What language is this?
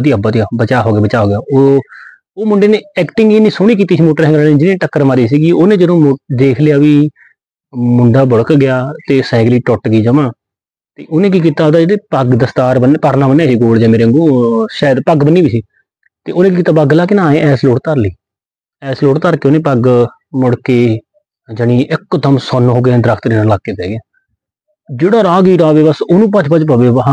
Punjabi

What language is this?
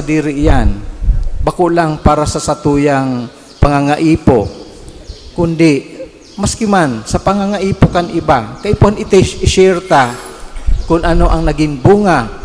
Bikol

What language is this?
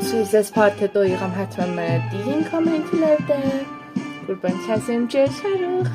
South Azerbaijani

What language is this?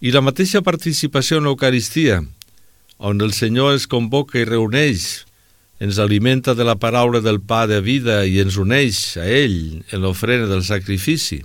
Catalan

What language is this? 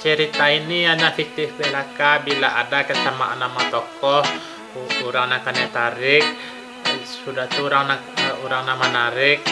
Minangkabau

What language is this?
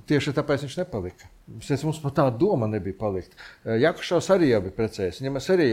Latvian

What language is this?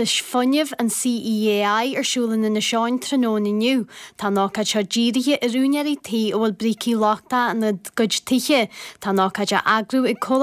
Irish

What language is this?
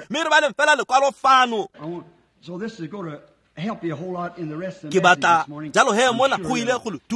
Tswana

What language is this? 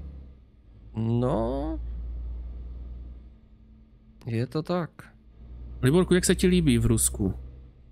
Czech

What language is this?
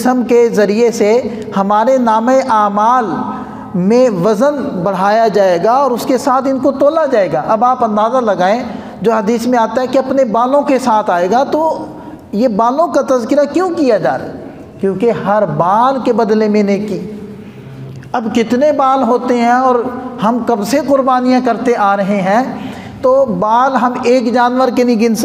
Urdu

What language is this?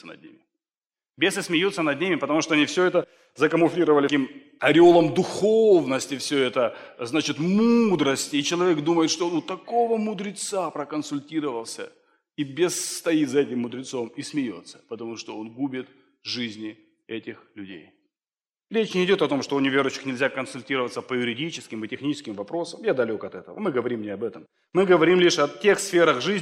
Russian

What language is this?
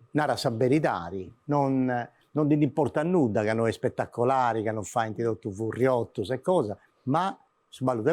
Sardinian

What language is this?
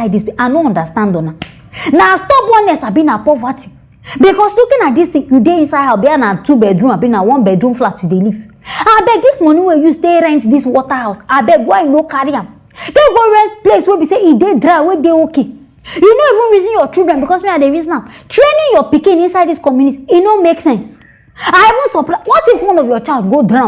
Nigerian Pidgin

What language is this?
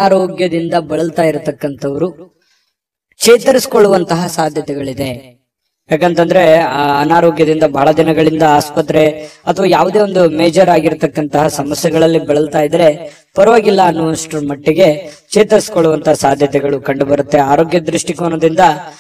Kannada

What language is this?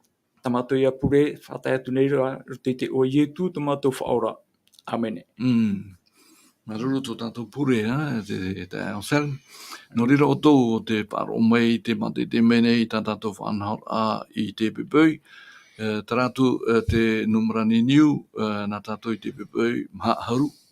Tahitian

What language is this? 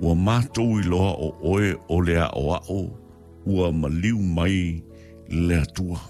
Samoan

